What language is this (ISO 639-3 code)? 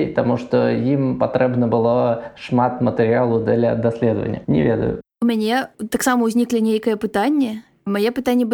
bel